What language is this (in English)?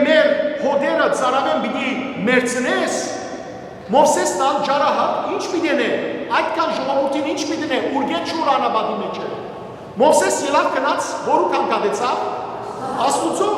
Western Armenian